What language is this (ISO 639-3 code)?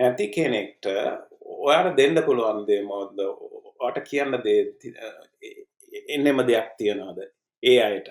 sin